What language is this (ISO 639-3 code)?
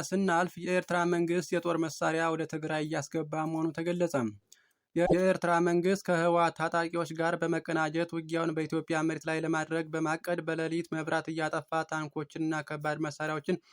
amh